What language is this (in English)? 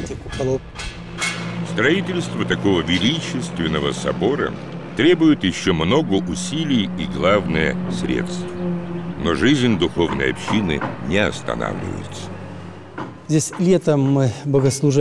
Russian